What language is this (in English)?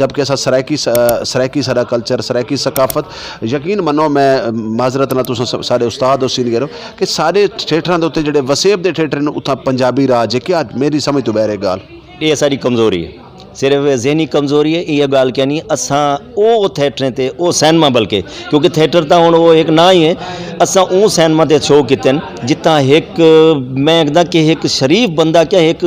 Saraiki